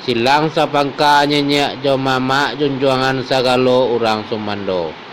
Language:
Minangkabau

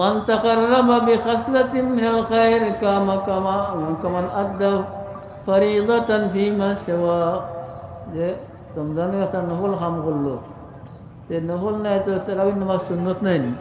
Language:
Sylheti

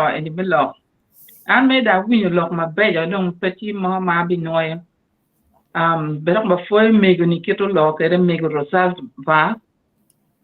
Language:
Acoli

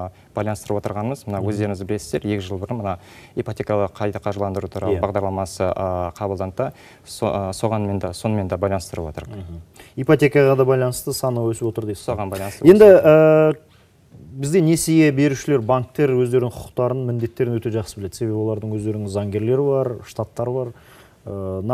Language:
Kazakh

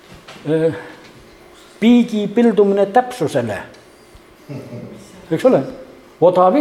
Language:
Estonian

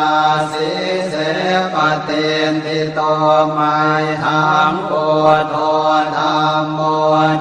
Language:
Pali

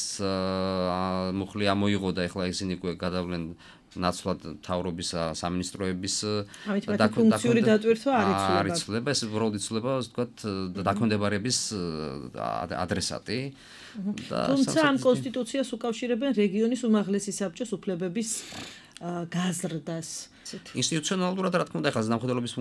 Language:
Georgian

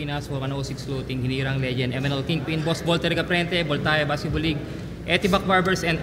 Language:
Filipino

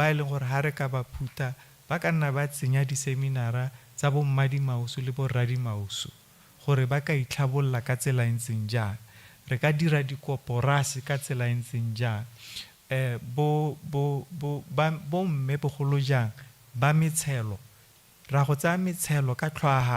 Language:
Tswana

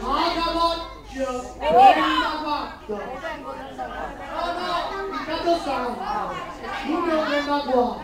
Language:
Neapolitan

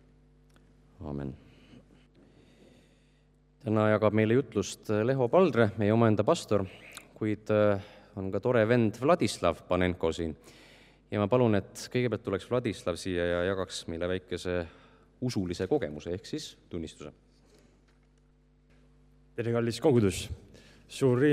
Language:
Estonian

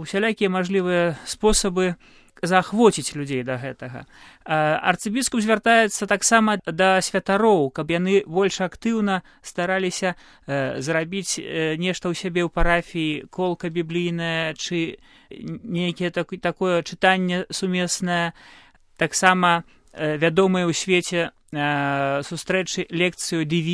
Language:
Belarusian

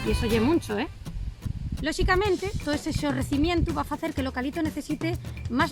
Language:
Asturian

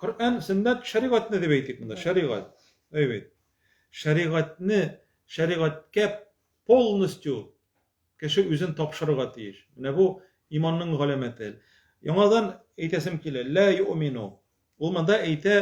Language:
Tatar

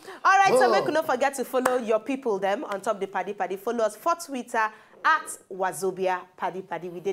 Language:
Nigerian Pidgin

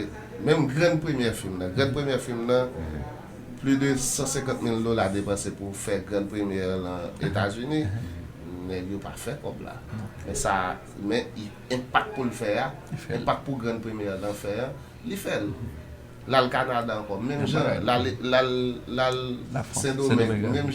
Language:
Haitian Creole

